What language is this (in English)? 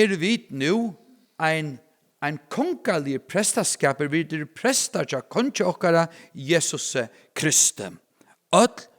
Faroese